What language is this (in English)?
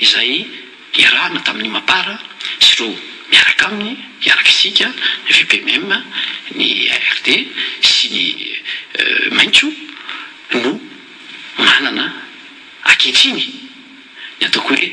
Malagasy